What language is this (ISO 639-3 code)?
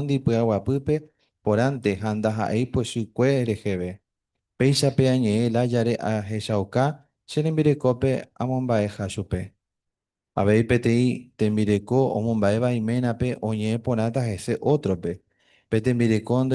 grn